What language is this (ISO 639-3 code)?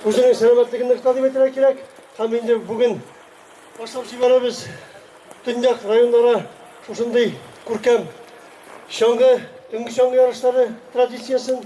tat